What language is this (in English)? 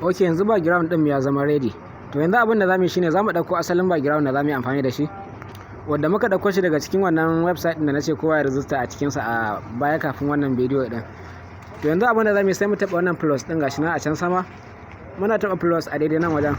Hausa